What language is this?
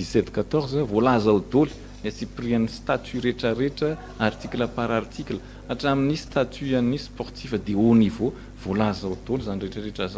Malagasy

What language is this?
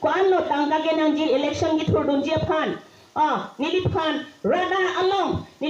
Karbi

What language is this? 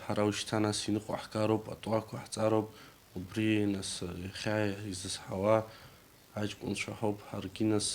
Abkhazian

